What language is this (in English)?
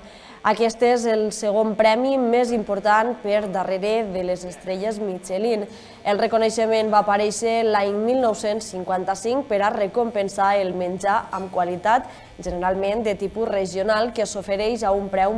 Catalan